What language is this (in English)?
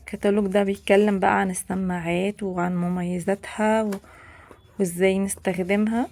Egyptian Arabic